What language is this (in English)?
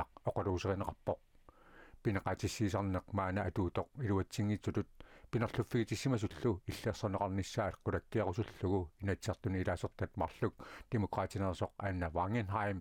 Kalaallisut